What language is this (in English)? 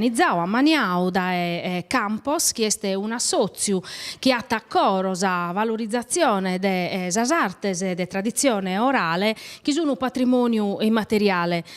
Sardinian